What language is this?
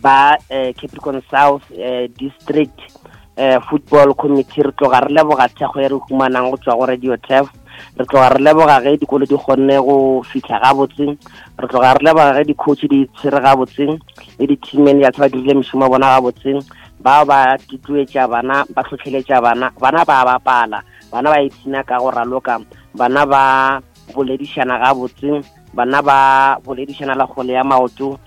Northern Sotho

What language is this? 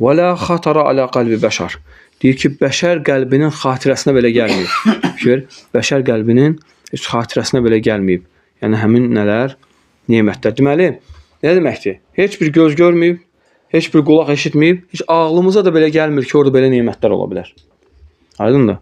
Azerbaijani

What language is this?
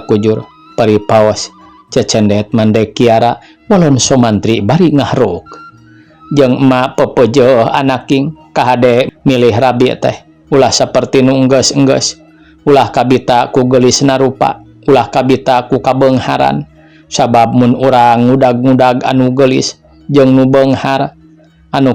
Sundanese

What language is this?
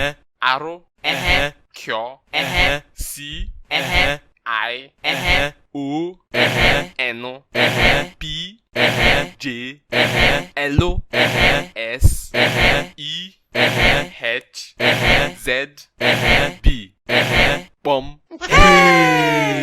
Nigerian Pidgin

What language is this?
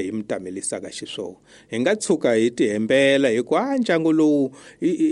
Tsonga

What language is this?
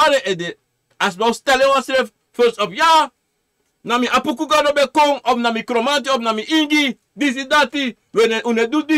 Sranan Tongo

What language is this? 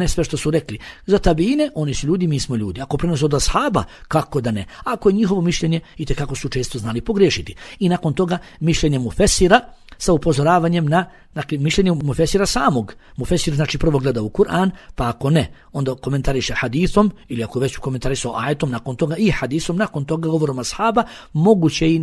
Bosnian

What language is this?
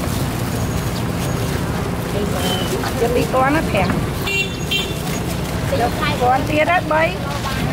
Vietnamese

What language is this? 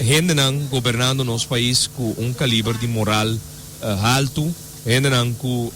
Papiamento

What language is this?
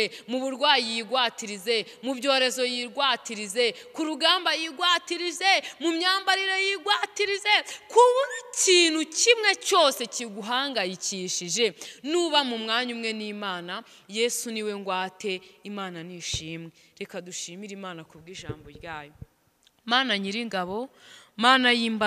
Kinyarwanda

